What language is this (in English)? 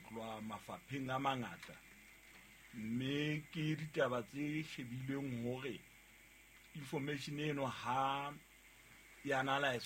Southern Sotho